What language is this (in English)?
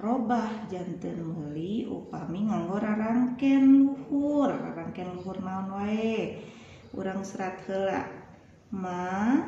Sundanese